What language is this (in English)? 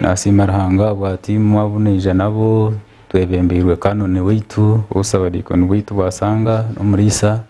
Nyankole